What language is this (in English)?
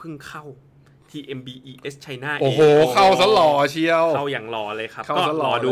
Thai